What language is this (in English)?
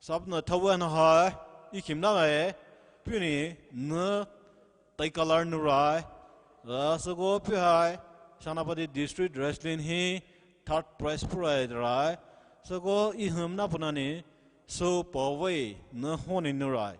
Poumei Naga